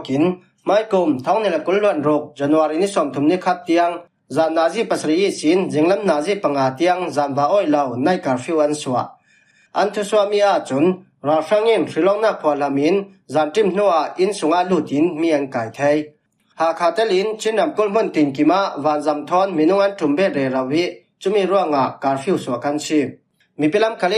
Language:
Falam Chin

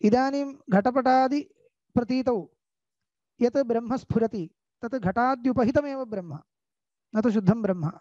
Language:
Sanskrit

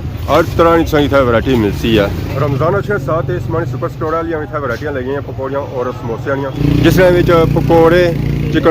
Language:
Pahari-Potwari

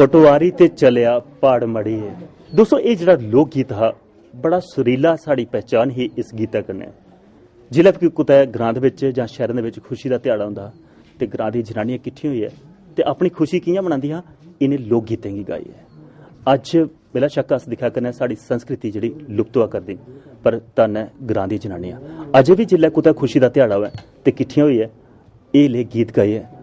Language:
Dogri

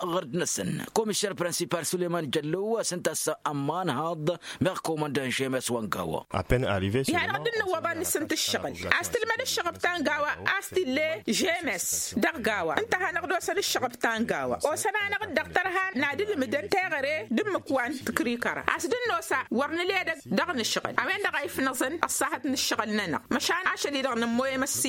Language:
Tamasheq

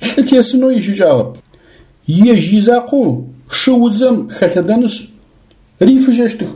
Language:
Adyghe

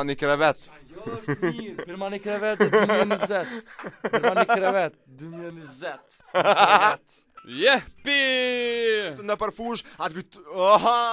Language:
Albanian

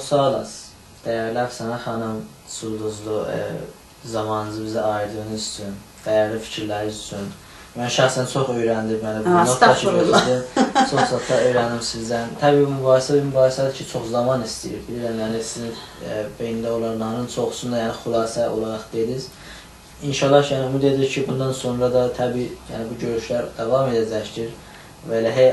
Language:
South Azerbaijani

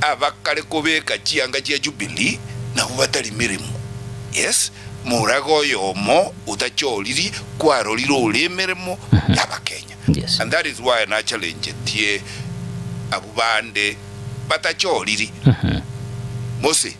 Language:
Gusii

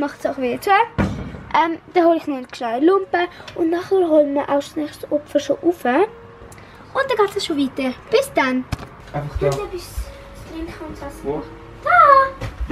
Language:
Swiss German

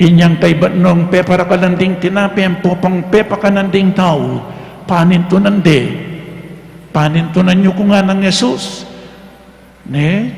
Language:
Pampanga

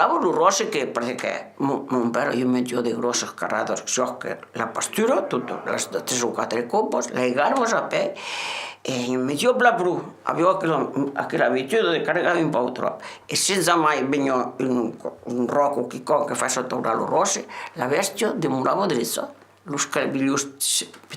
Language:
Occitan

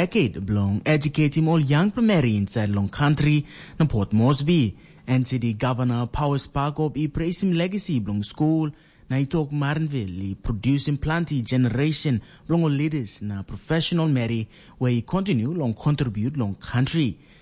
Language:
Tok Pisin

